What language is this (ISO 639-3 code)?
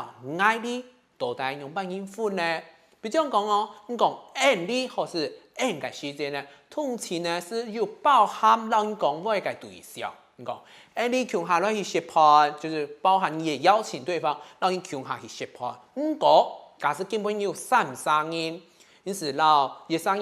hak